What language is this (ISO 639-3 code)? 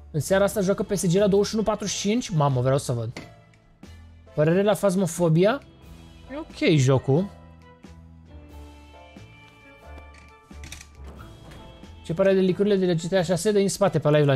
ron